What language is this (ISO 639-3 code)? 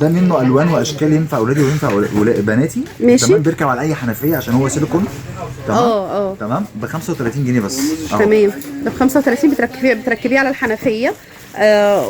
arz